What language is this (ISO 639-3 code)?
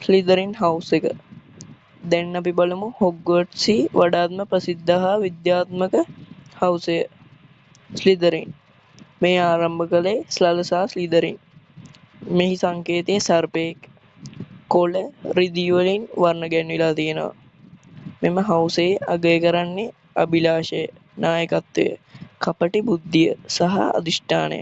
sin